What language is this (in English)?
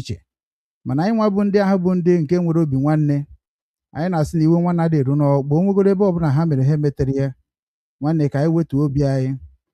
Igbo